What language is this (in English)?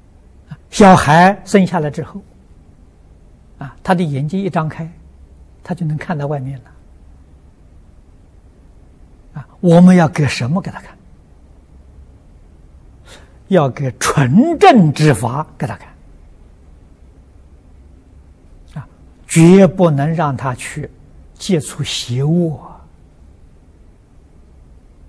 Chinese